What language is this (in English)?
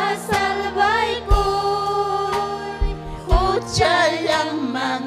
Ayacucho Quechua